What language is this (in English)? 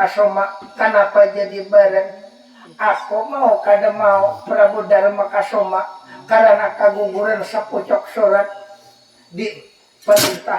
Banjar